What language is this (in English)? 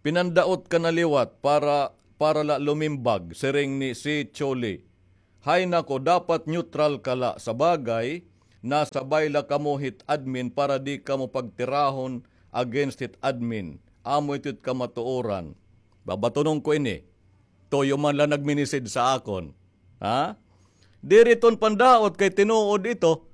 Waray